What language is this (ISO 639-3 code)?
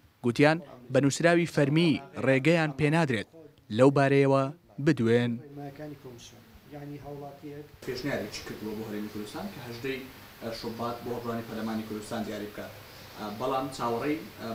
ckb